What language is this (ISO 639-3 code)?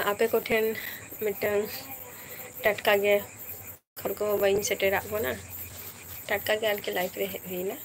sat